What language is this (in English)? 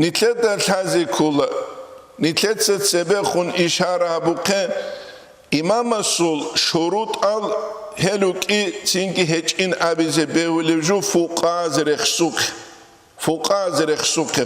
Avaric